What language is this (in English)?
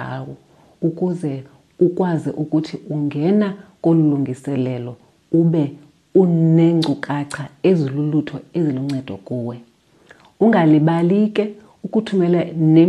Xhosa